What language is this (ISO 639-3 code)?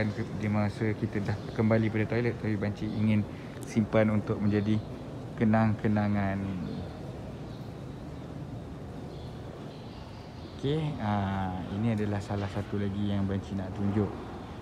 msa